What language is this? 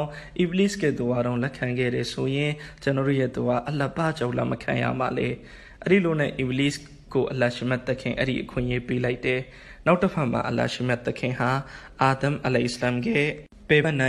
Burmese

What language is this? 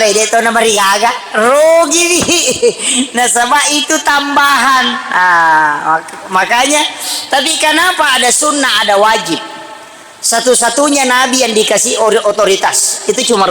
Buginese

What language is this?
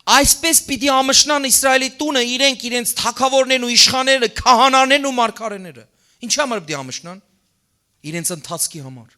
Western Armenian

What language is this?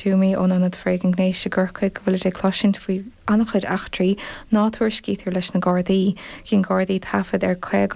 Irish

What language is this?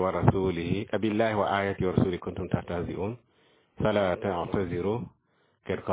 Mossi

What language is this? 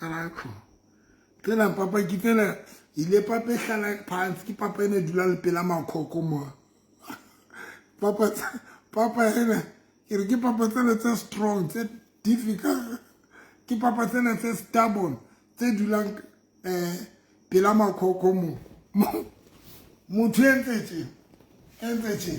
Southern Sotho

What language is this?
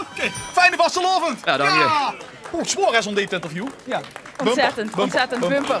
Limburgish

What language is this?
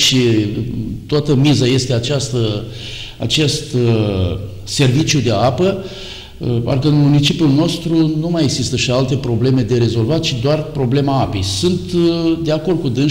Romanian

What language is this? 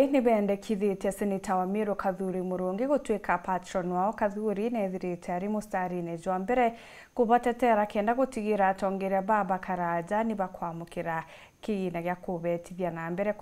Meru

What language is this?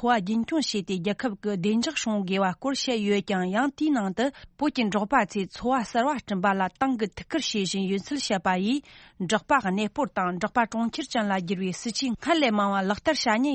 Tibetan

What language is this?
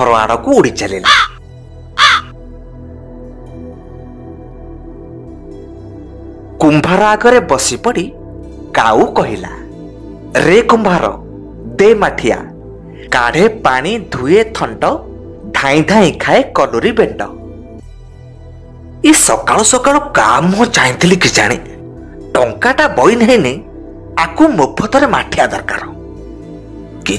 Odia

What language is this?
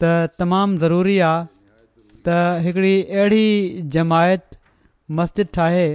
Sindhi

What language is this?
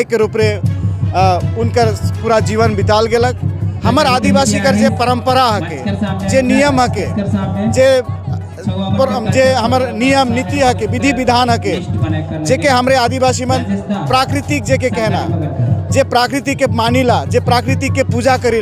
Sadri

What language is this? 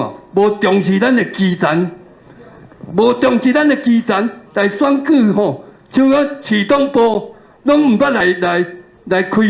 Min Nan Chinese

